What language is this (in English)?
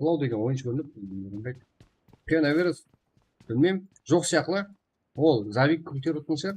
Kara-Kalpak